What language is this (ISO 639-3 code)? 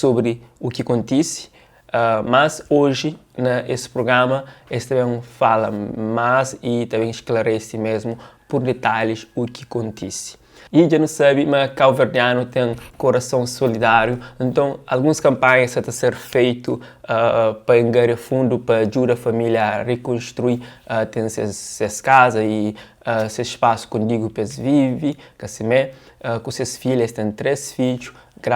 kea